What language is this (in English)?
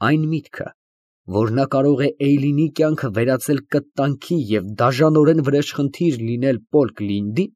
Armenian